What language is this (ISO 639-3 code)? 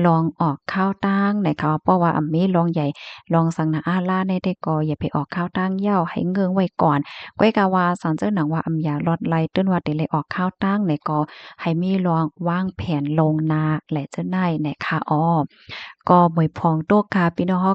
shn